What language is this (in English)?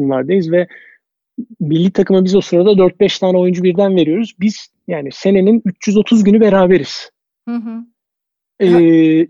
Turkish